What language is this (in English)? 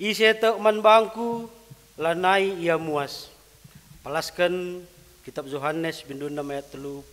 Batak Karo